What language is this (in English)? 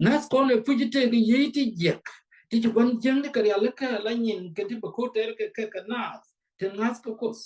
Nuer